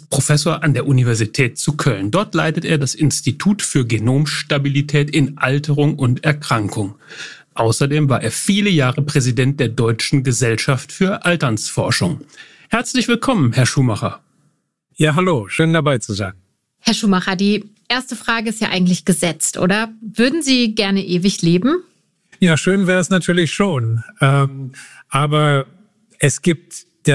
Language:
German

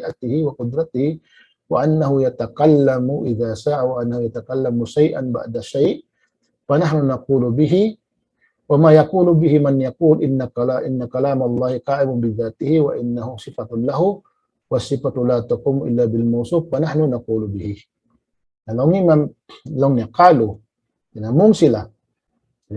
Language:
Tausug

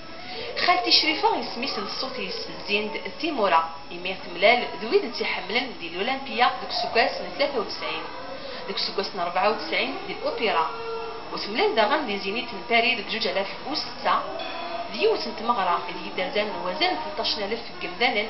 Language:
Kabyle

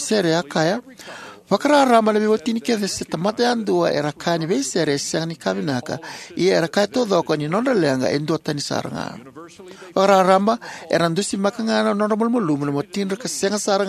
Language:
Fijian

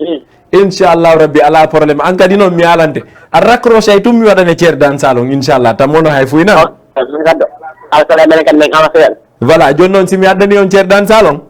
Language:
Fula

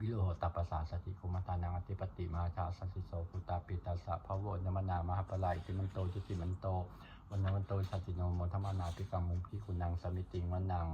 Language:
Pali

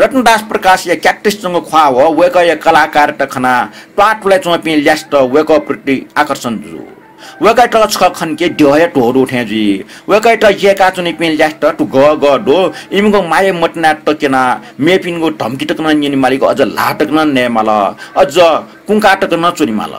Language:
Newari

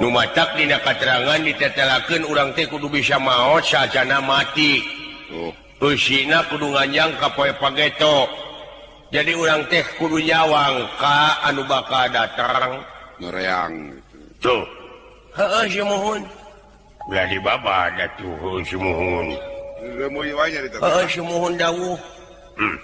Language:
Sundanese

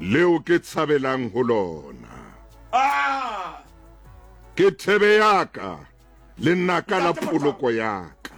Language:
Southern Sotho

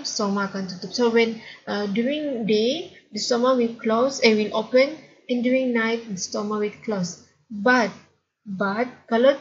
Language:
Malay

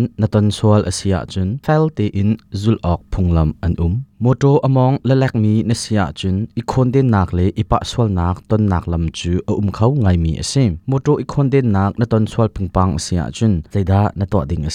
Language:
Hakha Chin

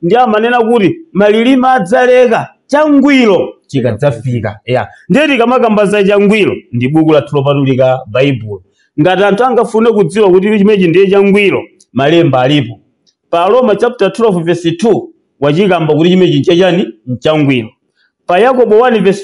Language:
Nyanja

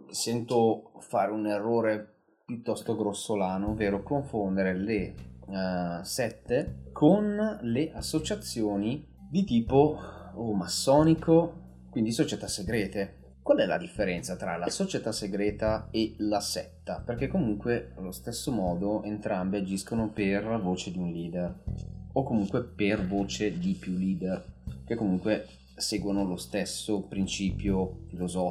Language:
Italian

